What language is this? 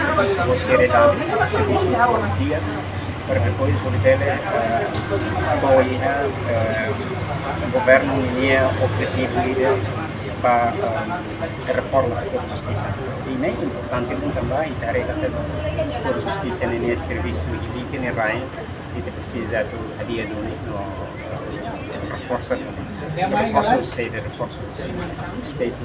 Tetum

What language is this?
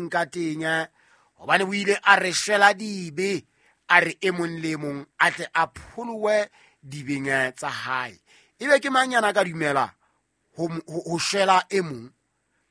Southern Sotho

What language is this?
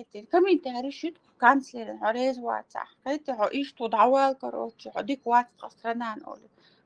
Chechen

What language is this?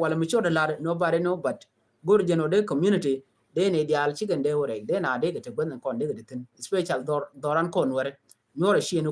Nuer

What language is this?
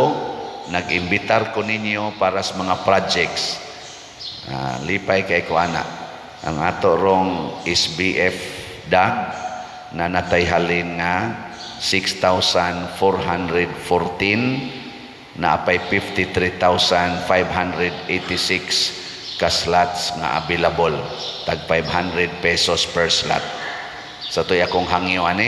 Cebuano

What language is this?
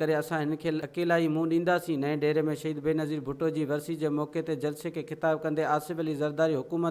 Sindhi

